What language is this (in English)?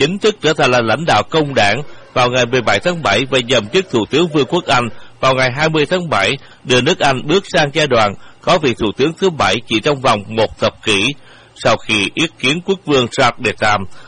Vietnamese